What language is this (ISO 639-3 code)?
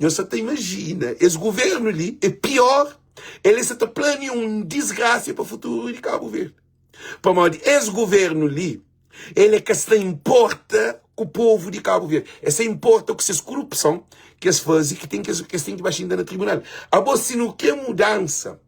kea